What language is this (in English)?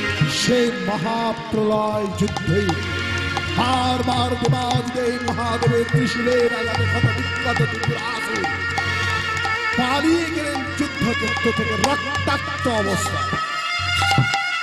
Bangla